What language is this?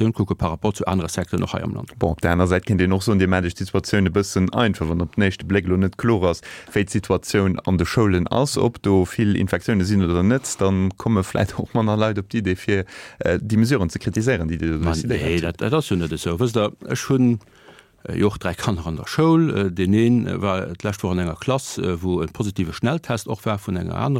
Luxembourgish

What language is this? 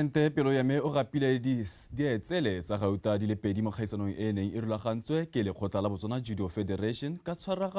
Tswana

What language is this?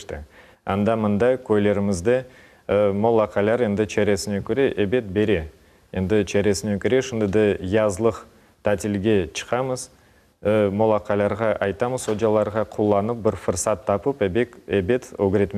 Crimean Tatar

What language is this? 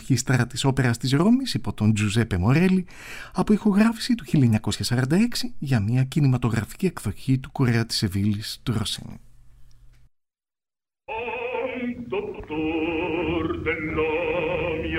Greek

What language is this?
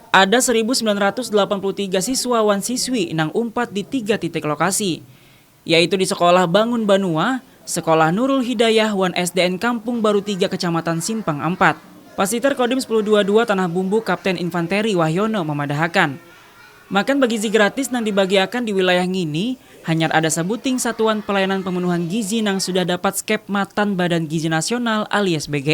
Banjar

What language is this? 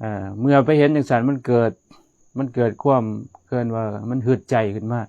Lao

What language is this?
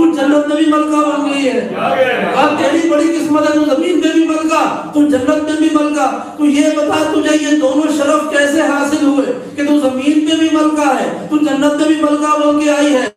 Urdu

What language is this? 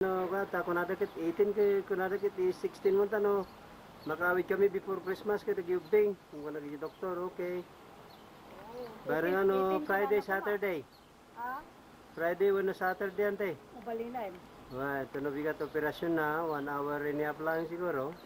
Iloko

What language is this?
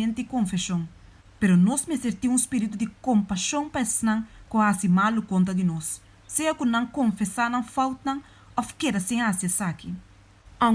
Papiamento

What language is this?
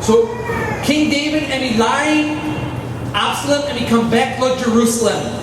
Tok Pisin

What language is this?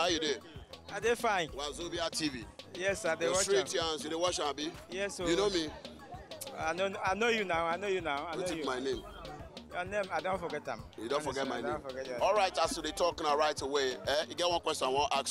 Nigerian Pidgin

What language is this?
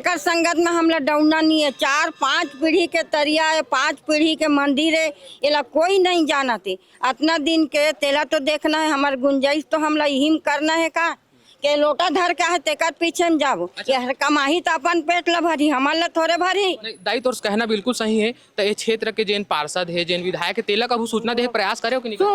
Chhattisgarhi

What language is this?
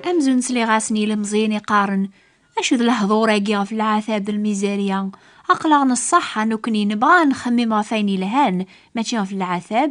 Kabyle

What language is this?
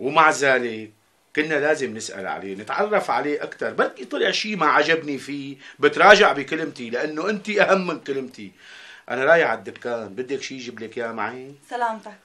North Levantine Arabic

